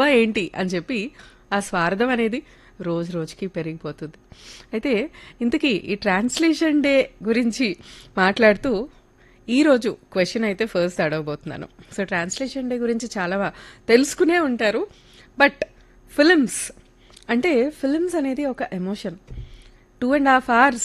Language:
Telugu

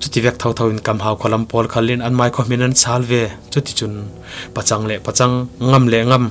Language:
Falam Chin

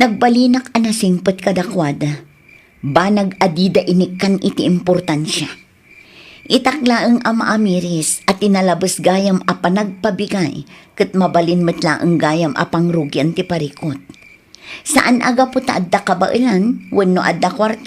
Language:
Iloko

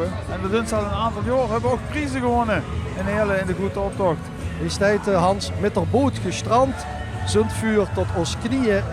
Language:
Limburgish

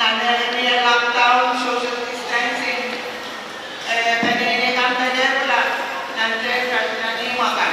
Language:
Pohnpeian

